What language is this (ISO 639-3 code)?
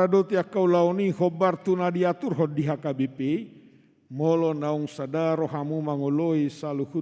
bbc